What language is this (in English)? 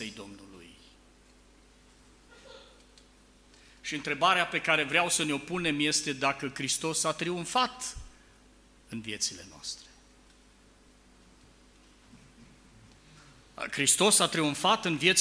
Romanian